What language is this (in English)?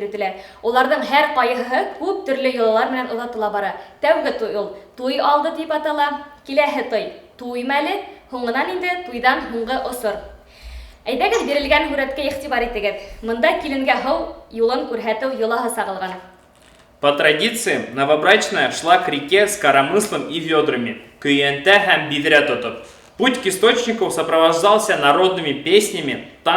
Bashkir